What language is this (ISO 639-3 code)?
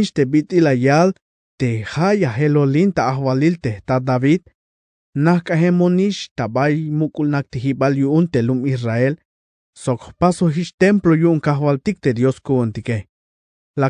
tzh